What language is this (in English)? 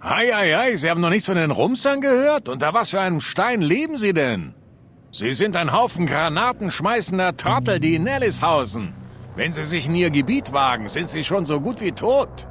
Bavarian